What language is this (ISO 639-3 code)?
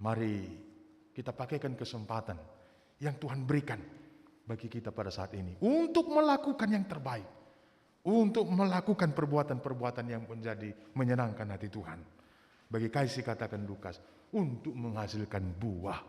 btx